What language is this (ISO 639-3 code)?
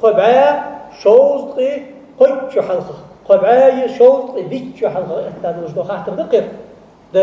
inh